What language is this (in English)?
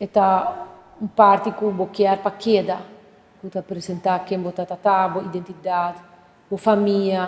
Papiamento